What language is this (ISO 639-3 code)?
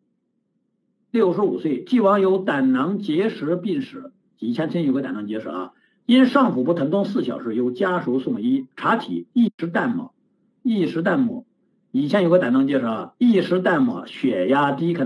zho